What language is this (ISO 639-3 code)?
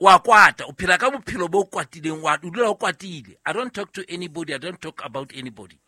sot